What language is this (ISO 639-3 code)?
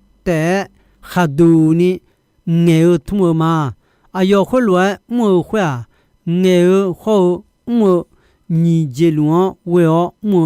ahk